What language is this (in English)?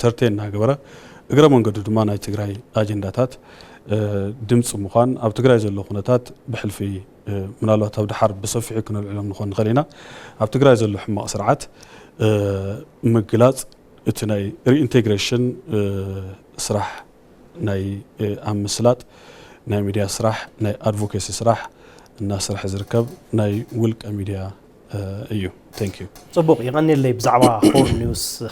Tigrinya